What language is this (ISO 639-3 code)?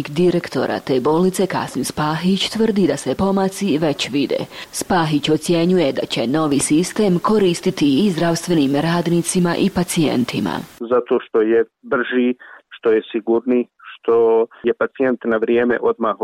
bos